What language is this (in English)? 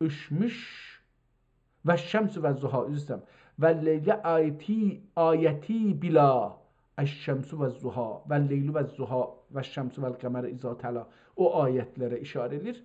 South Azerbaijani